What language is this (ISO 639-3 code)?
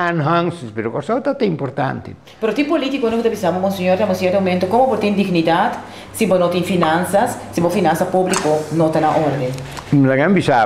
pap